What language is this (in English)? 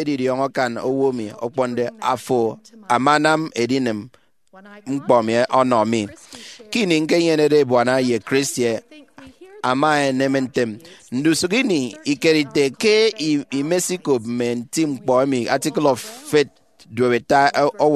Efik